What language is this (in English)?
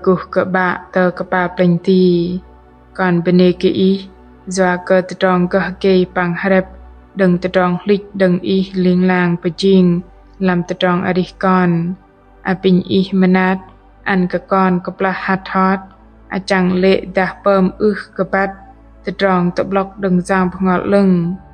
Bahnar